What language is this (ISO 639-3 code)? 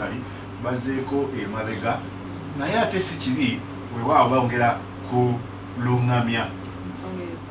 lug